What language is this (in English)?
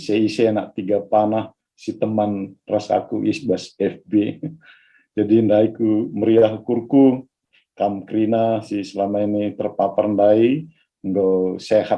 Batak Karo